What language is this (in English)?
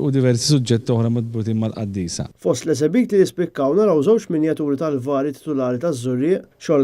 Maltese